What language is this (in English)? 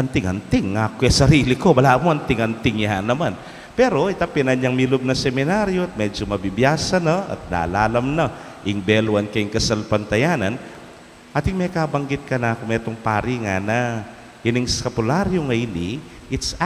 Pampanga